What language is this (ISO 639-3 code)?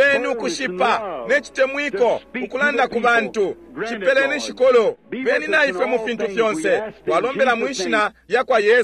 bem